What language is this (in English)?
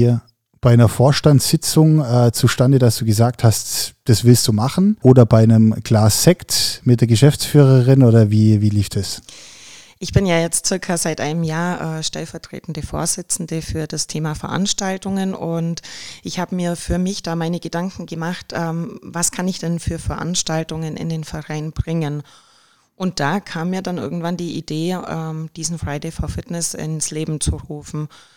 German